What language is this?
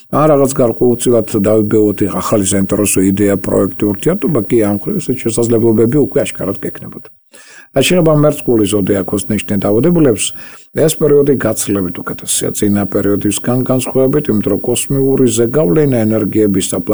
Georgian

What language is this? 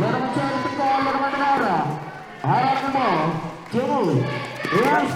Marshallese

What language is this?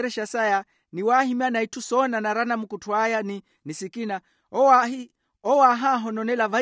Makhuwa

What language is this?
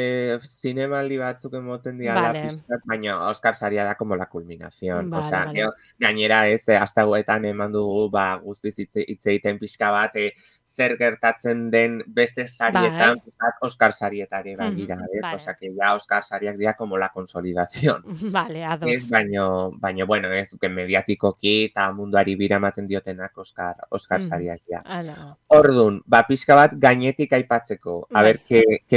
Basque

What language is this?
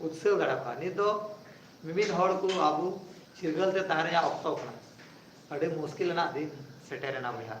Santali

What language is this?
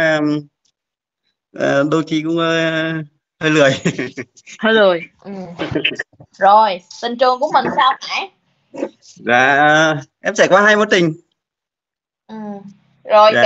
Vietnamese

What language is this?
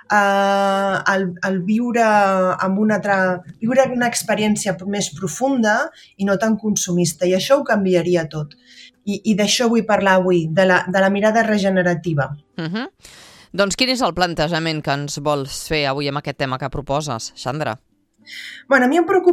Catalan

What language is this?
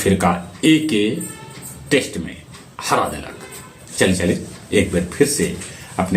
Magahi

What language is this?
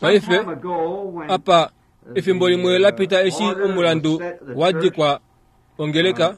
Kuanyama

